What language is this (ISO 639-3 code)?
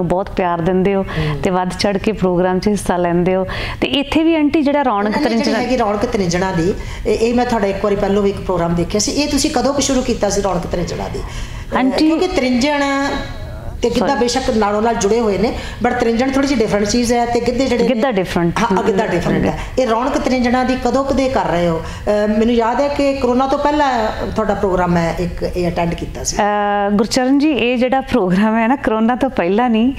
pan